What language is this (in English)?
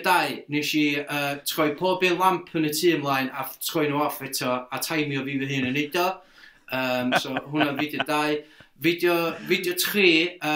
Welsh